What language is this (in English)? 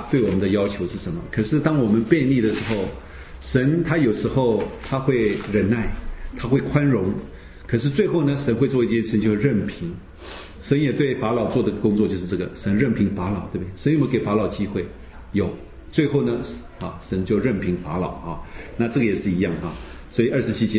Chinese